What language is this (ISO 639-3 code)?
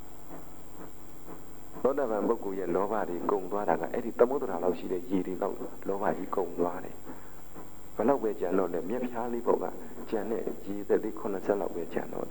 mya